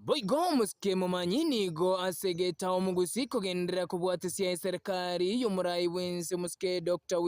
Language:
Gusii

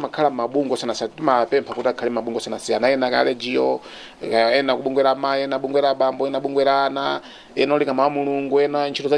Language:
Nyanja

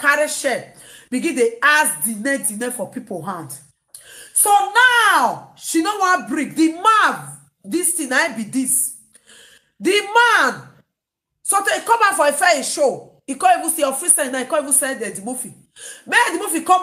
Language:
Nigerian Pidgin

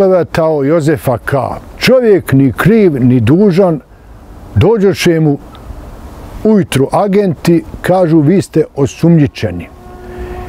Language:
Bosnian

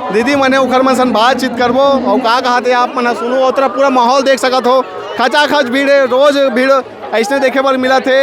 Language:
Chhattisgarhi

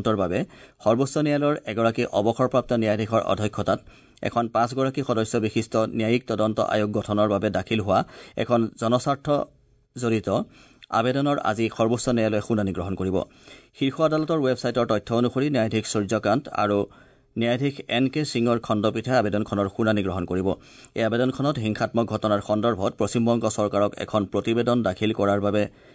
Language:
Assamese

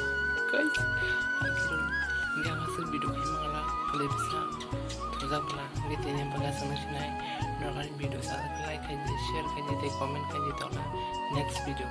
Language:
Kok Borok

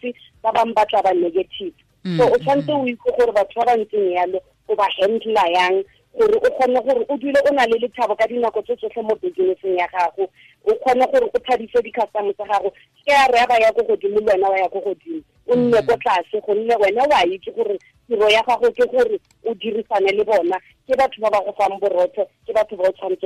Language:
Tswana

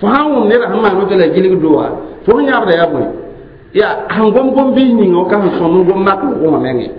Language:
Mossi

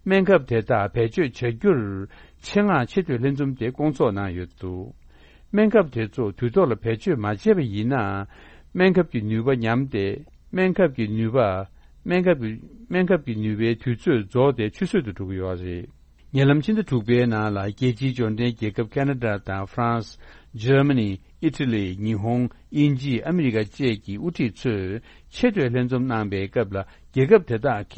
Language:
Tibetan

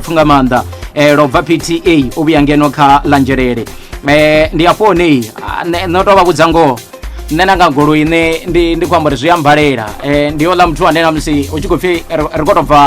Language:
Venda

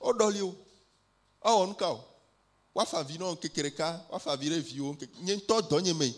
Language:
Ewe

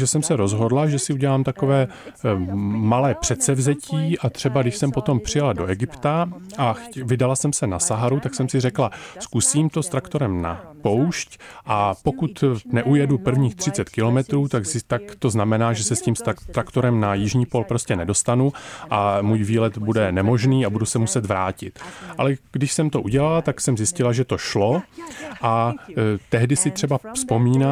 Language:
Czech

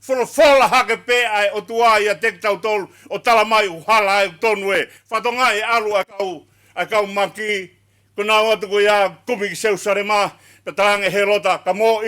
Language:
Tongan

